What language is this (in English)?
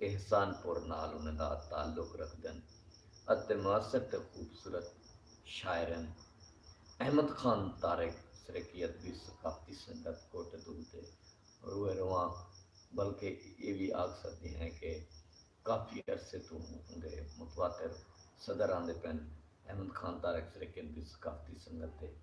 Saraiki